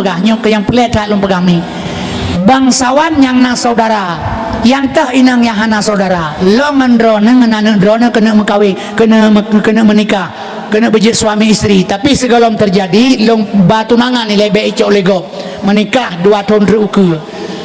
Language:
Achinese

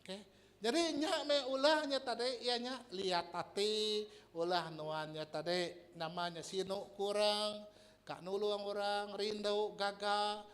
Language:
Iban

